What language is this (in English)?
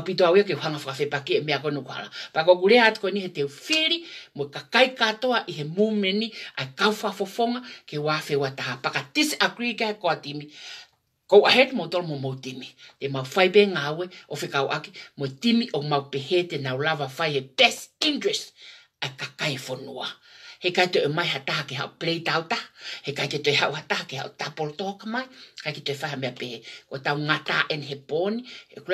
Tongan